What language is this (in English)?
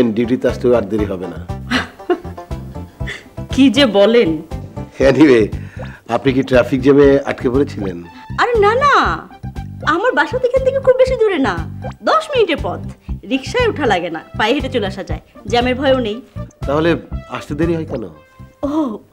Bangla